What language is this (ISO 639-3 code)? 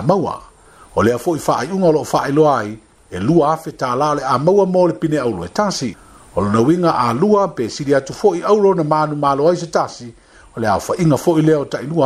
smo